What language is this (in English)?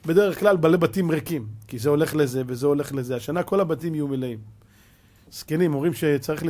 Hebrew